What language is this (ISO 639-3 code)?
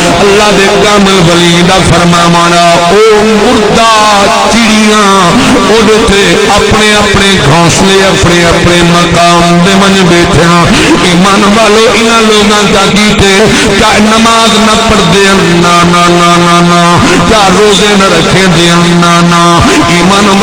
skr